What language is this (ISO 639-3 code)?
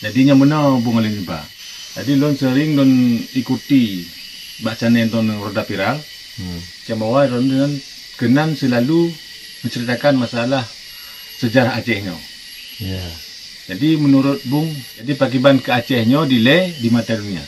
ace